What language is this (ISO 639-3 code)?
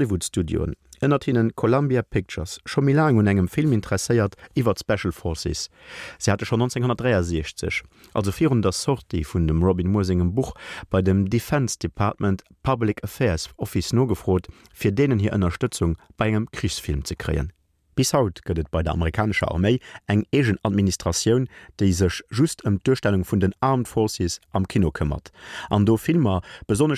ltz